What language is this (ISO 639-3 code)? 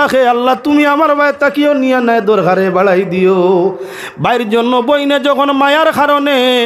syl